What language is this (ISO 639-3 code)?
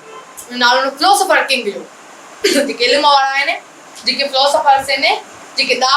snd